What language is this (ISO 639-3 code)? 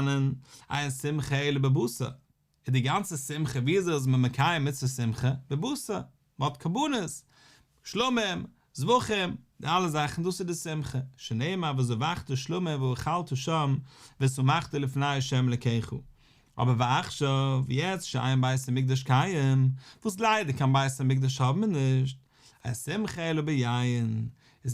yid